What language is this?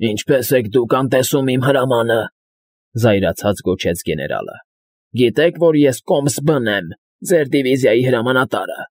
Armenian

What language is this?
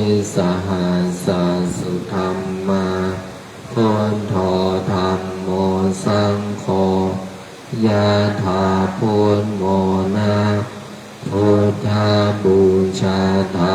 Pali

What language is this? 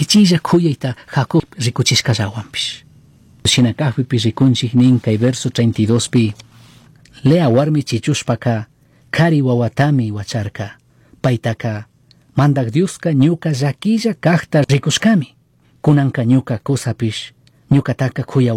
Chimborazo Highland Quichua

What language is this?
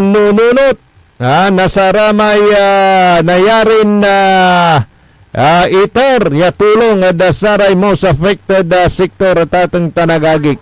Pangasinan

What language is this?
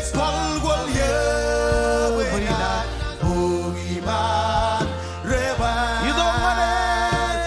Marshallese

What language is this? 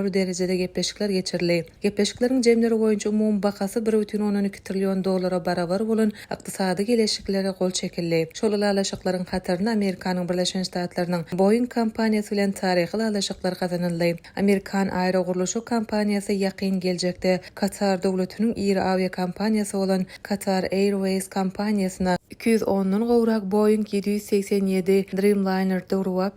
Turkmen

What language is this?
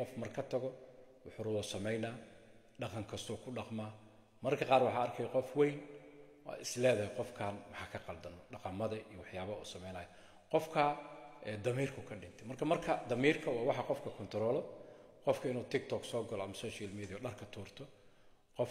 Somali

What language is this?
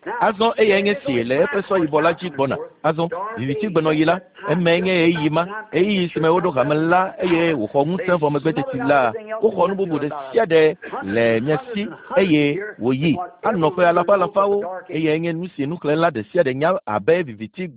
Ewe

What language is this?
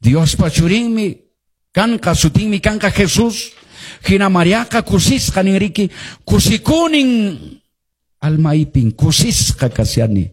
Quechua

